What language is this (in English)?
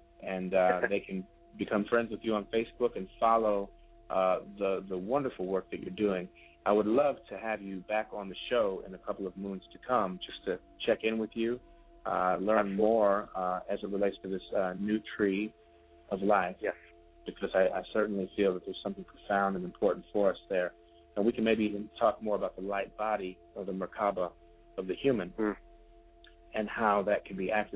English